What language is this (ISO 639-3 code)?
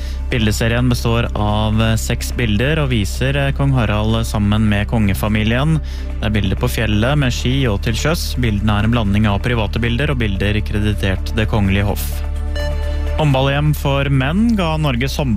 nor